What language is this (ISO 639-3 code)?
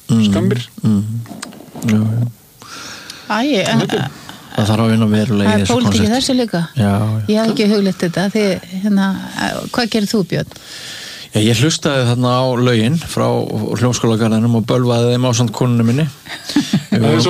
isl